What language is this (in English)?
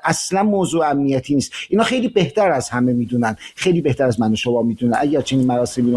Persian